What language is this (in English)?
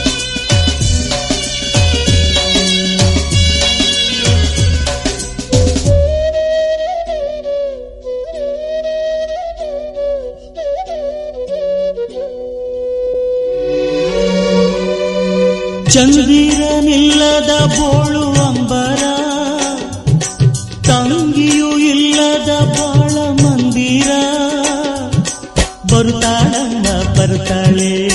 Kannada